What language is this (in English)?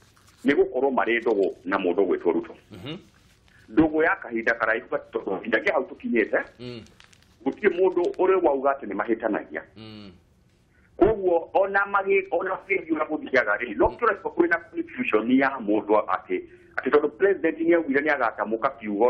Kikuyu